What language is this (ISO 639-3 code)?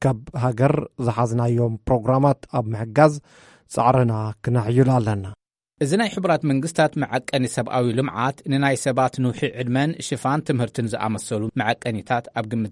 tir